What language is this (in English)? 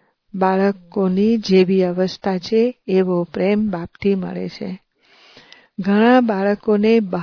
Gujarati